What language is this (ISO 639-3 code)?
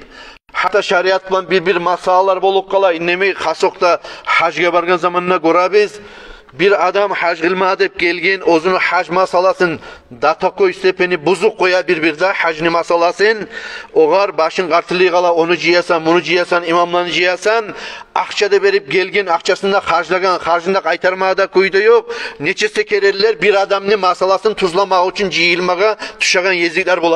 kum